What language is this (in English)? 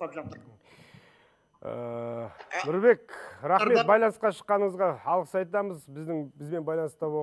Kazakh